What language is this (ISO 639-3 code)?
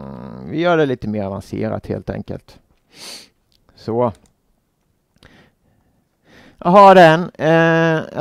swe